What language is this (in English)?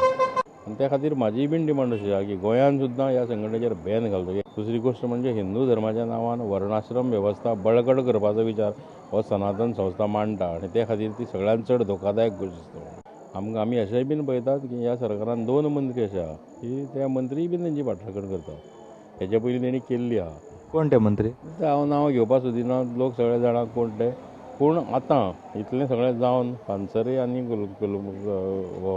Konkani